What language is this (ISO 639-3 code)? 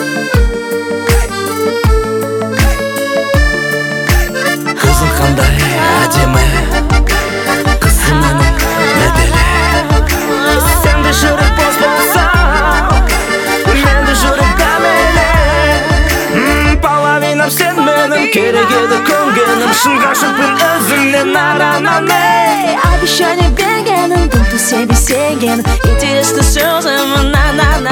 kaz